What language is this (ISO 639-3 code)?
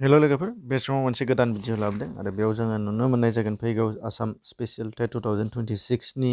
brx